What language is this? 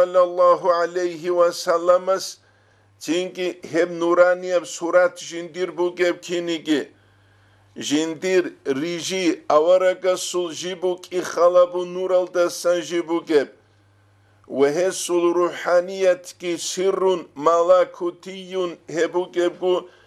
Avaric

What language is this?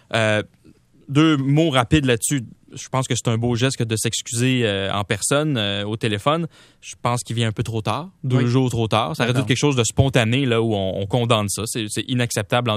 French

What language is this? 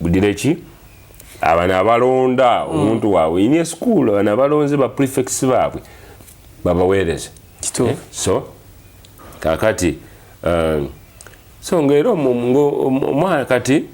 Ganda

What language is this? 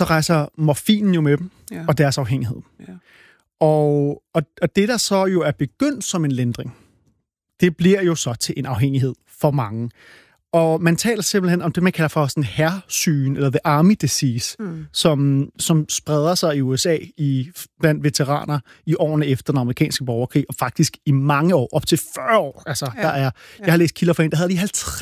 Danish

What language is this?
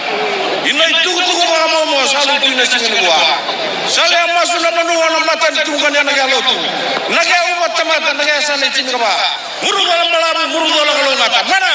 Fijian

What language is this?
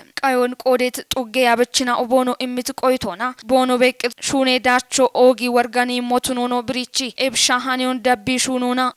Kafa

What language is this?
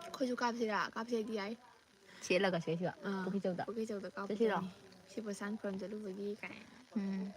Manipuri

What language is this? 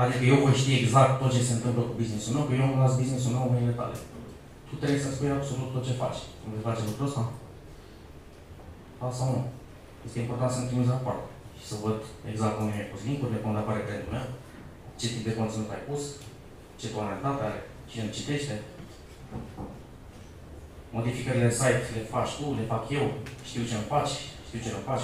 Romanian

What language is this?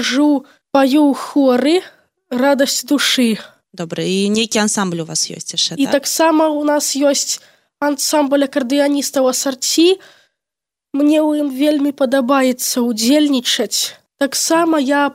Belarusian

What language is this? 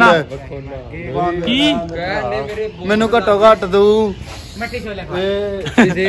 Punjabi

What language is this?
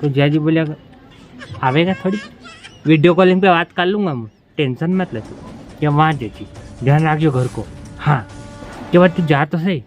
Rajasthani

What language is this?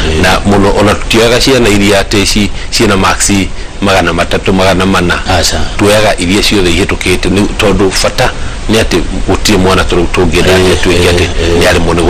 Kikuyu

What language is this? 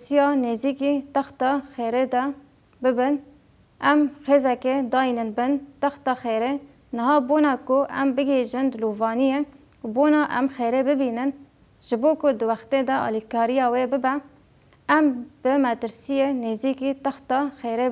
Kurdish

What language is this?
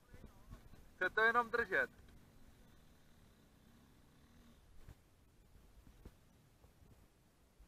Czech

